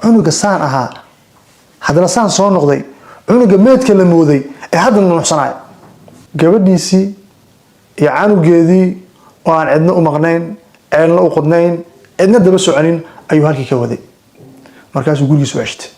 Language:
Somali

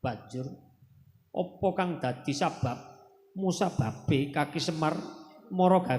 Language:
Javanese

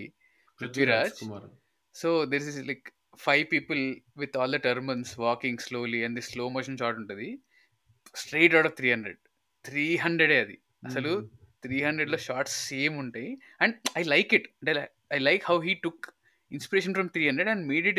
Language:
Telugu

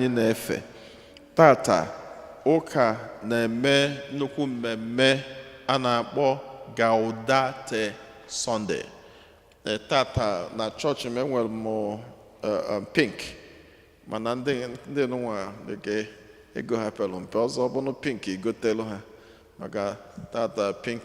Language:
Igbo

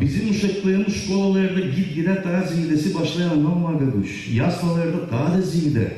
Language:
Gagauz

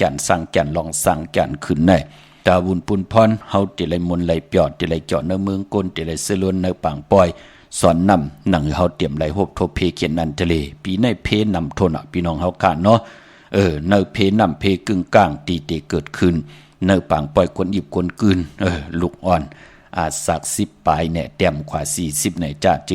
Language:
Shan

